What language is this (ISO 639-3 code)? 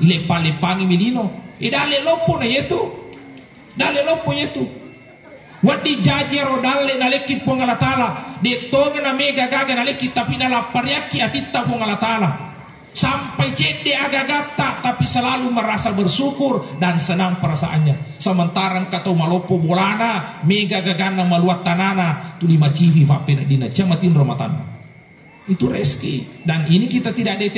bug